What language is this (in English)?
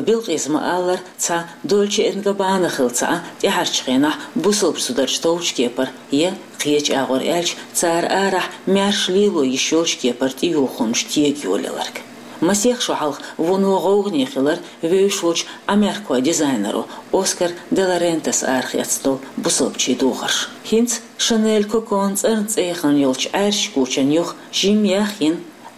Chechen